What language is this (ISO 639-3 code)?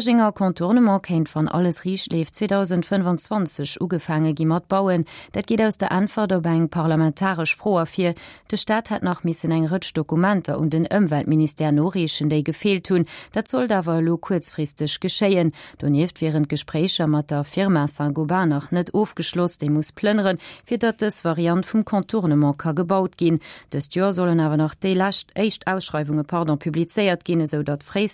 ltz